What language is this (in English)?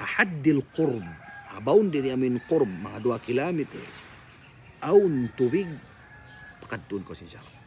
Tausug